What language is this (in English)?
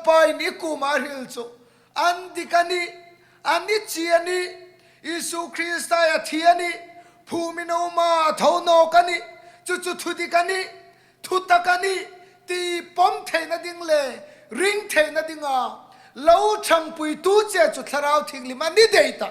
Hmar